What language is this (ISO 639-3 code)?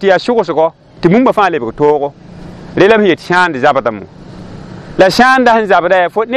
mos